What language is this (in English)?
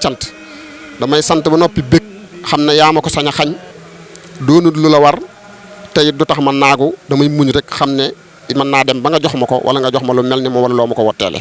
Wolof